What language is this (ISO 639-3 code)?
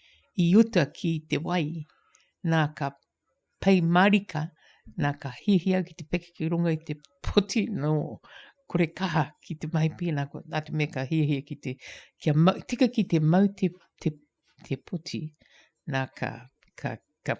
mri